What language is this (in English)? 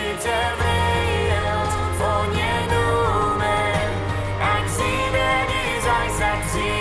Plautdietsch